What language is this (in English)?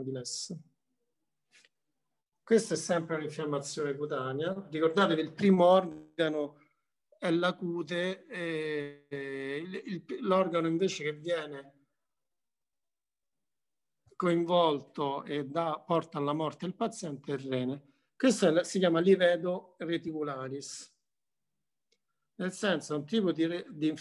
Italian